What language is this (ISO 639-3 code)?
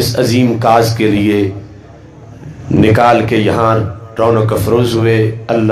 urd